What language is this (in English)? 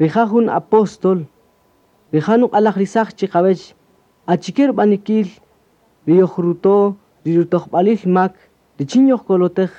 Kaqchikel